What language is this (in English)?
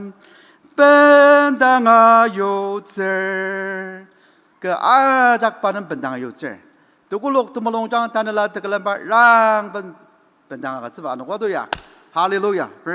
Ao Naga